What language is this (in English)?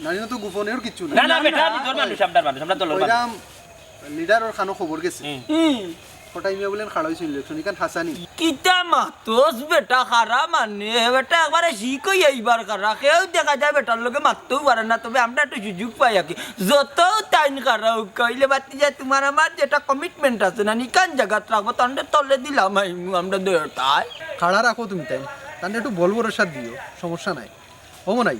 Sylheti